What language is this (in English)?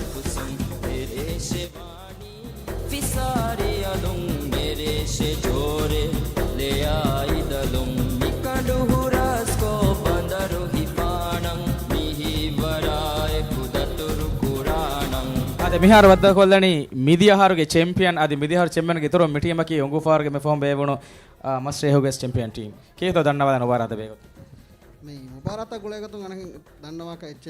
Divehi